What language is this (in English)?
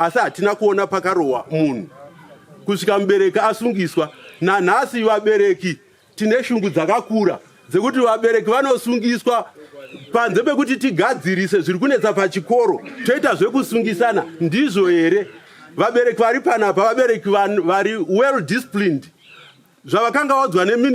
Shona